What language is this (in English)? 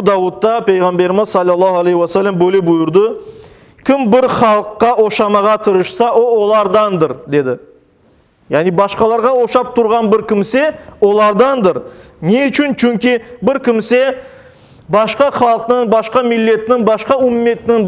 Crimean Tatar